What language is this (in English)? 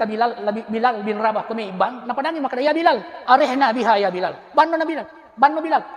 Buginese